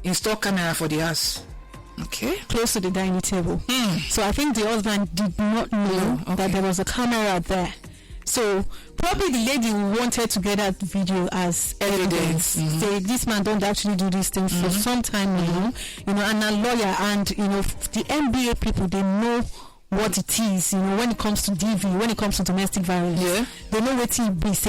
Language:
Nigerian Pidgin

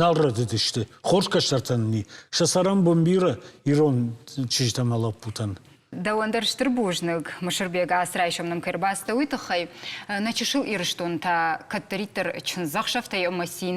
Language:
Ossetic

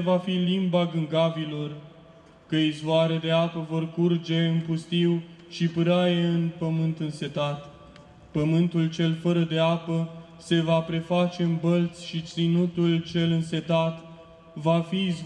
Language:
Romanian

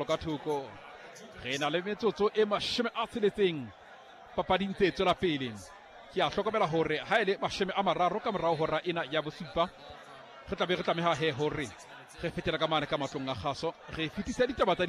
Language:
Southern Sotho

